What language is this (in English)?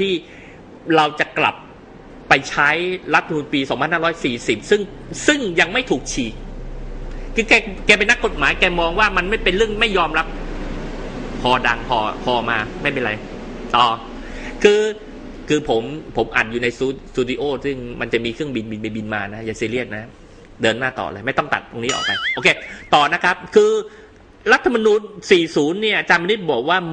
Thai